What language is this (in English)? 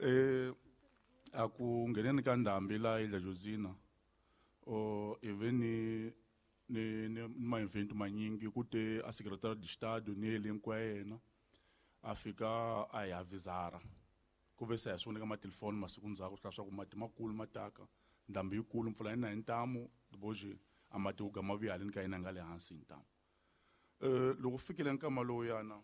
Tsonga